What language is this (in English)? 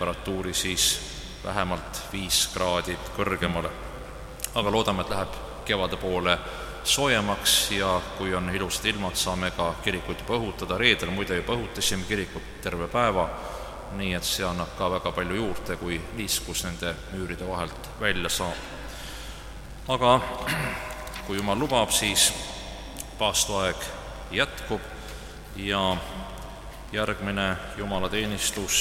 Estonian